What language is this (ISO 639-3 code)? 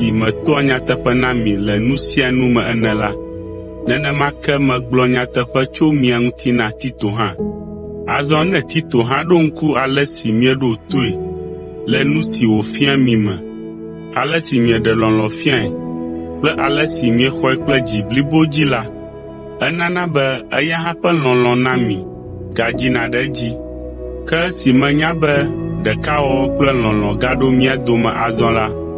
ewe